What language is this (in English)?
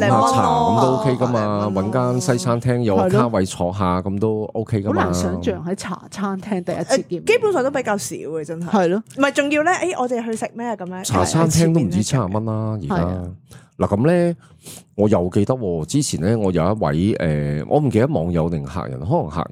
Cantonese